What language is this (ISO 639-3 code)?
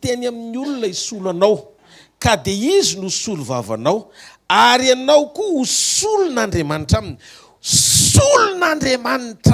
mlg